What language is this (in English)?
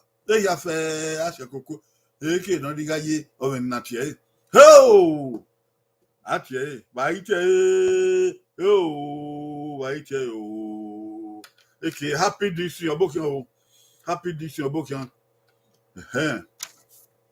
Bini